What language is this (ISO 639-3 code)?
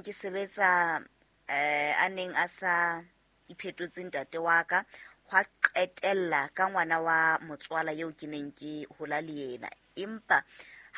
sot